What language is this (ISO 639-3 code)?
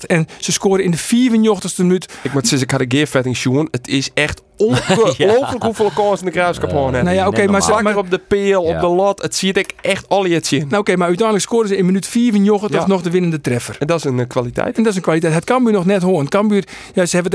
fry